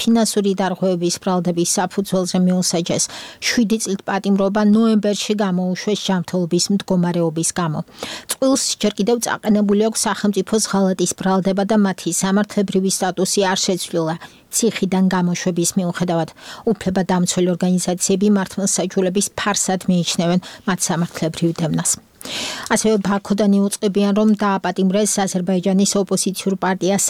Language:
Georgian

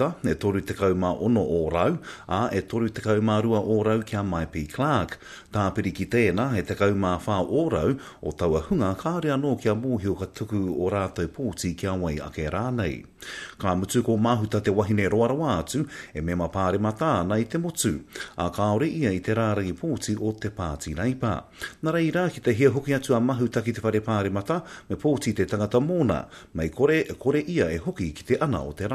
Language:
Māori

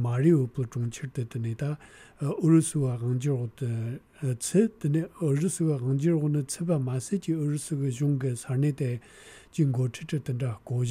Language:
Tibetan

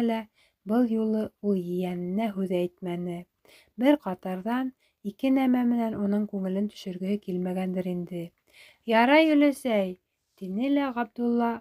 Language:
Bashkir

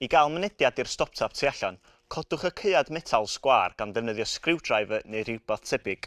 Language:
Welsh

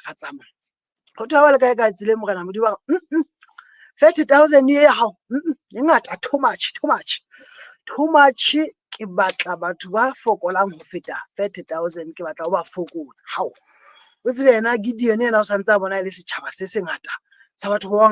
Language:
Southern Sotho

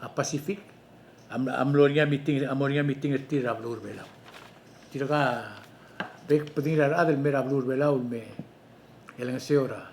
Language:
Palauan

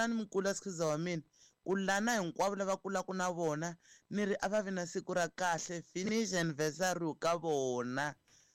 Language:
Tsonga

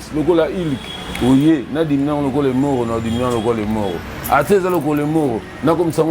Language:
Lingala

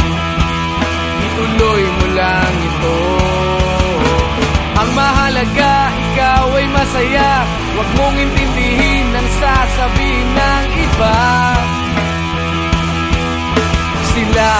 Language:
Filipino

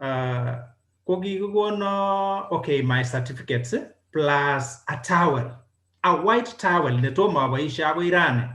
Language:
Kalenjin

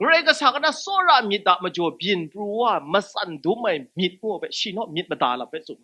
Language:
Kachin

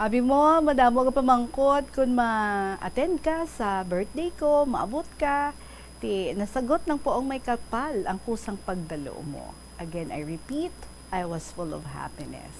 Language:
Hiligaynon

